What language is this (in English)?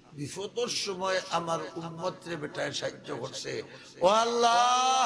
Sylheti